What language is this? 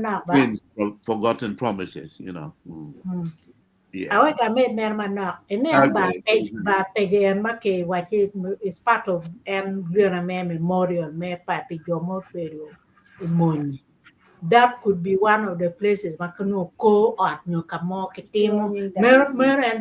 Acoli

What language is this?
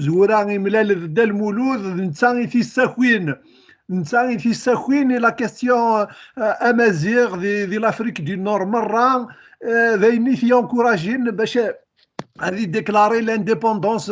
Kabyle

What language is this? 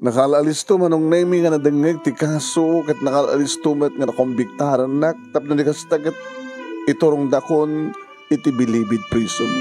Iloko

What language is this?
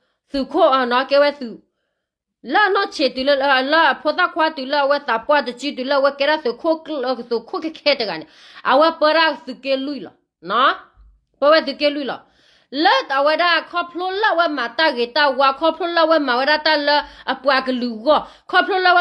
S'gaw Karen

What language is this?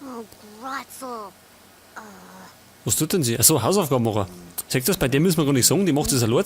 Bavarian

